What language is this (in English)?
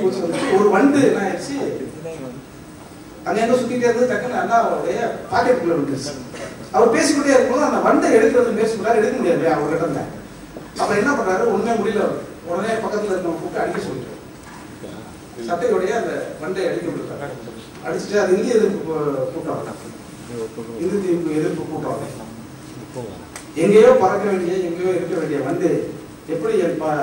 Tamil